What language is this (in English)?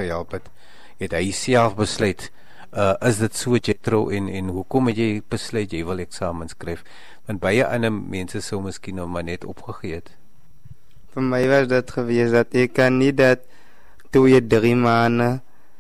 Afrikaans